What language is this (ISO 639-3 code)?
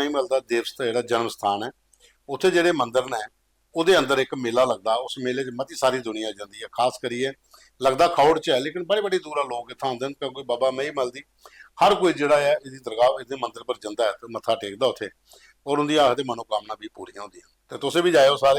doi